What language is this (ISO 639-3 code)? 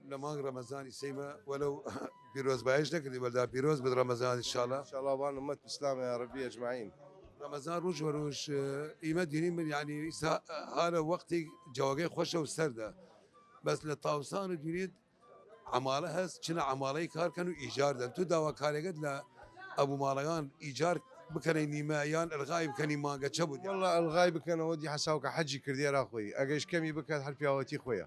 sdh